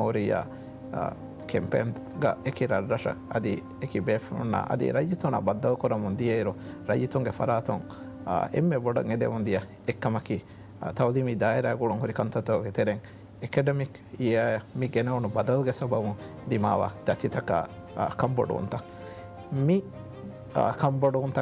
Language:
Divehi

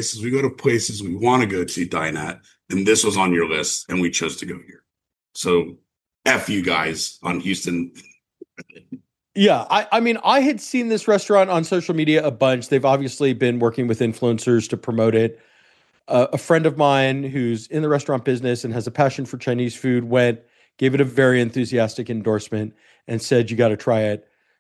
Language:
English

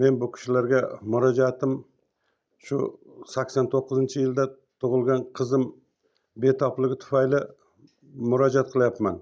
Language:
Uzbek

